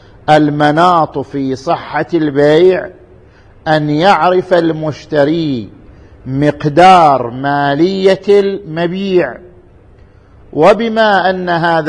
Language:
Arabic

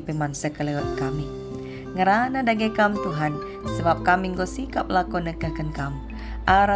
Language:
Batak Karo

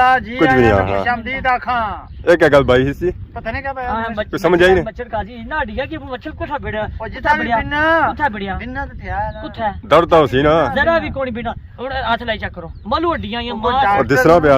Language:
Pahari-Potwari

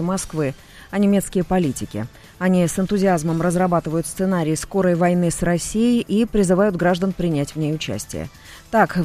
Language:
Russian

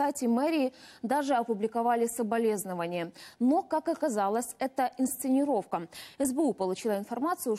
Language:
Russian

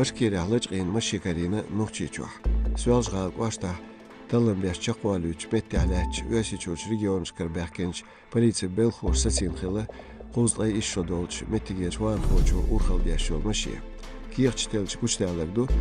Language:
Chechen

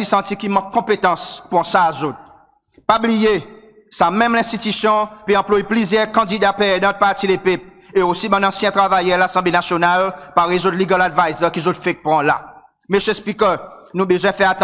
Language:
Seselwa Creole French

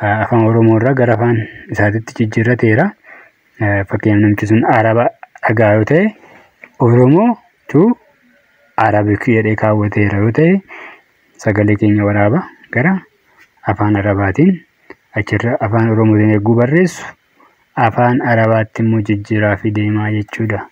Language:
Oromo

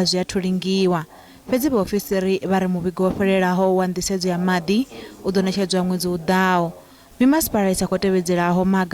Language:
Venda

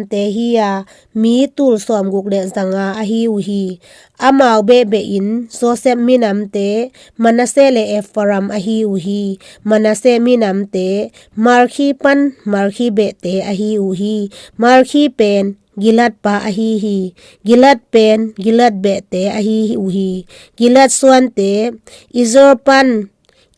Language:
Tedim Chin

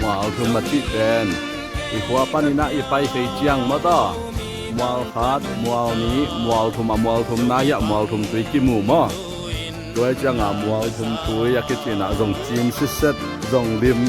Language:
Tedim Chin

